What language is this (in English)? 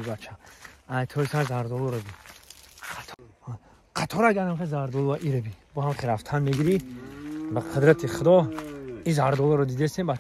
Tajik